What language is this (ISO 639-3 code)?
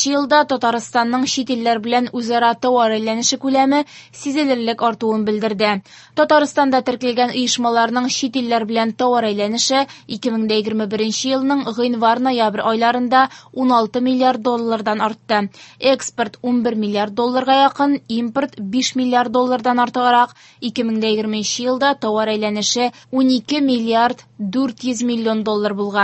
tat